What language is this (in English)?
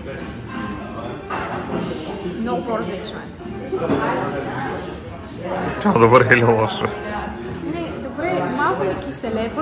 Bulgarian